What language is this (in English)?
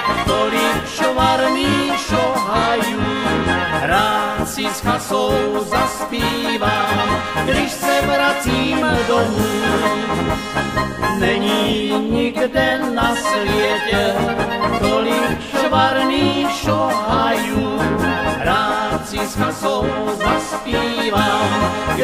Czech